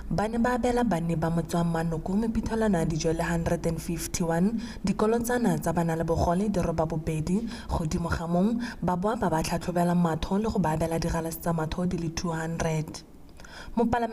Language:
Tswana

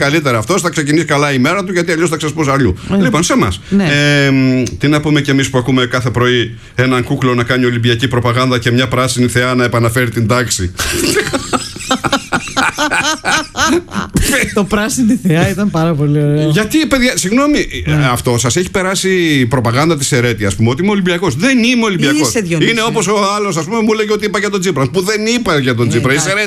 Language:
Greek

